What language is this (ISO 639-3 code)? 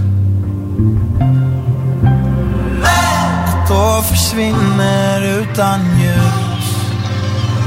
swe